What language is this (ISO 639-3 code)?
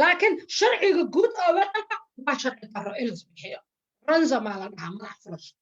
som